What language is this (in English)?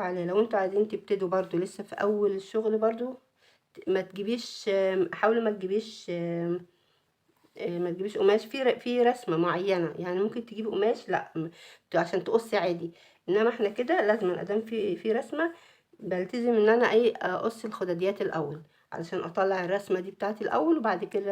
Egyptian Arabic